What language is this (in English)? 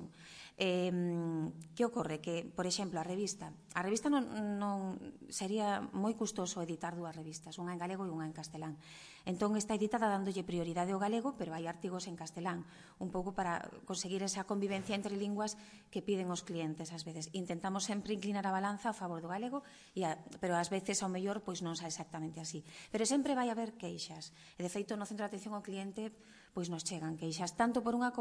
Galician